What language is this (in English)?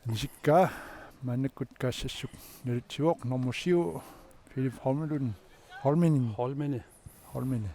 Kalaallisut